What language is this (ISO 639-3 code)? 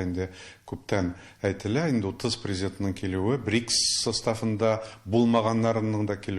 tat